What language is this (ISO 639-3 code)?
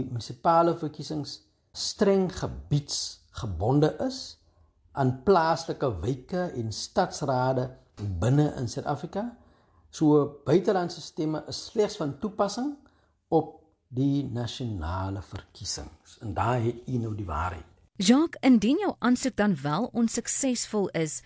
afr